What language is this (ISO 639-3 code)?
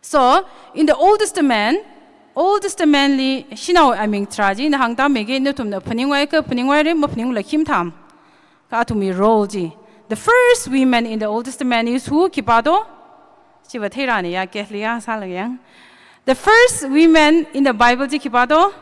nmf